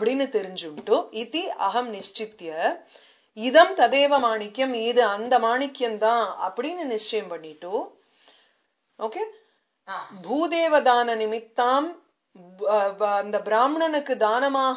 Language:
Tamil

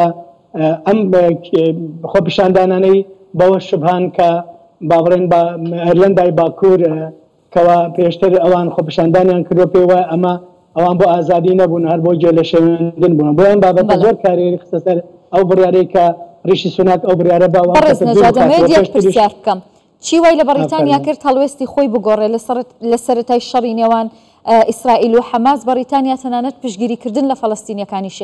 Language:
Central Kurdish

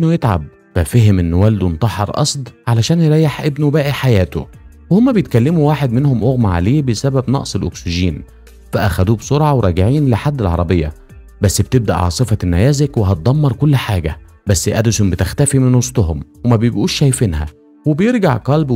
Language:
Egyptian Arabic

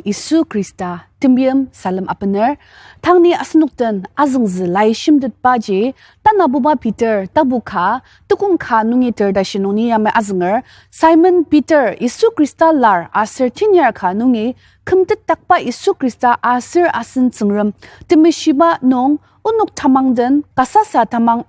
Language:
Ao Naga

